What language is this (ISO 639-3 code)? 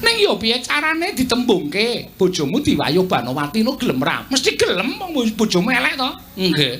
jav